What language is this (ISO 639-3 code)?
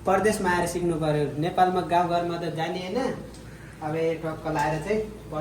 nep